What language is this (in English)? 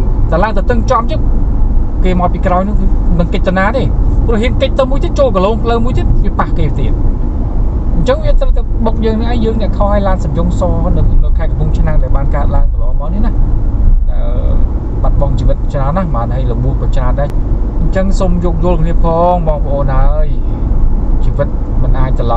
Khmer